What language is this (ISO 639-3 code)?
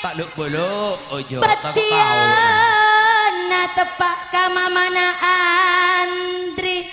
mad